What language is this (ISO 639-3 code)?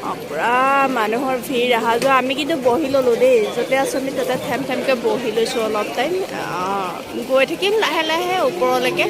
asm